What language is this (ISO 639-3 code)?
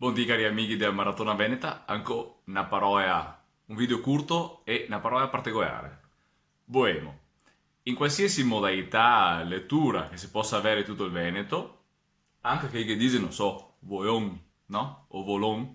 vec